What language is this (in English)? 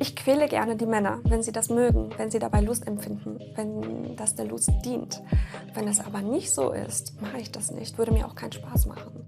Swiss German